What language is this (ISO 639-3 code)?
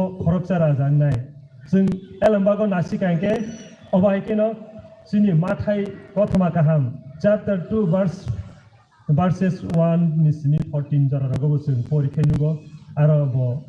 trp